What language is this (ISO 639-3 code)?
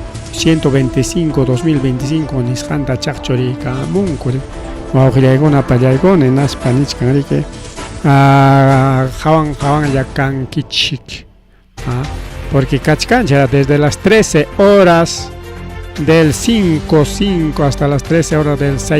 quy